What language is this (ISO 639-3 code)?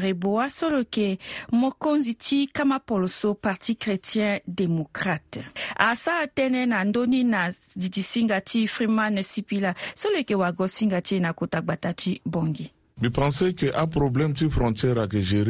sag